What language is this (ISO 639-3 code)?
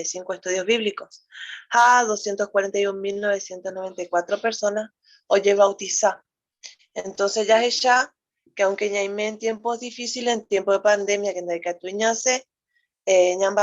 grn